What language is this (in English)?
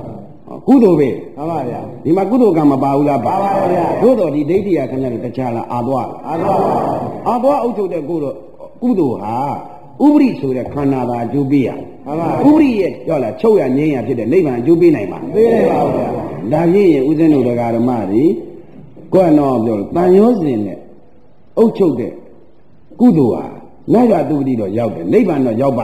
Burmese